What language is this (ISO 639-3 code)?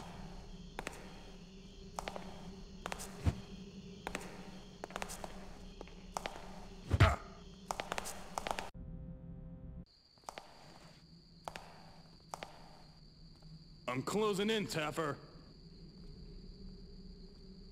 eng